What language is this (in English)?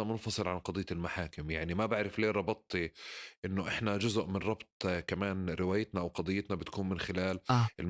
North Levantine Arabic